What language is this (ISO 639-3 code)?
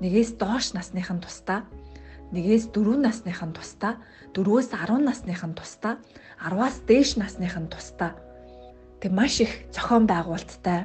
mon